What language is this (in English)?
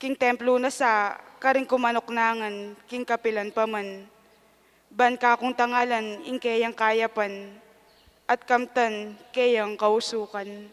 Pampanga